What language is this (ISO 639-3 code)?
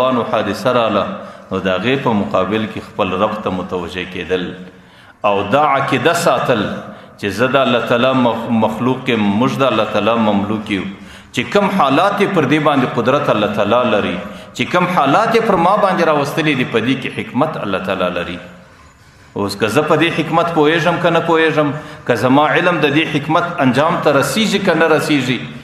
pus